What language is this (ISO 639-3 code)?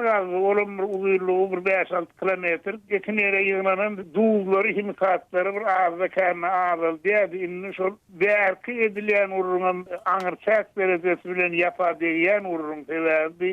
tuk